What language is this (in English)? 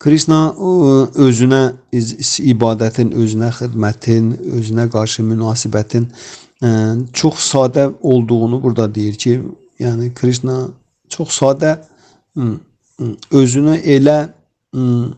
Azerbaijani